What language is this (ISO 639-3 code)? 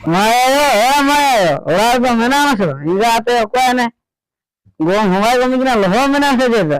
sat